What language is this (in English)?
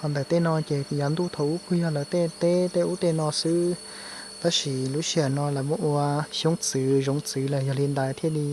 Hmong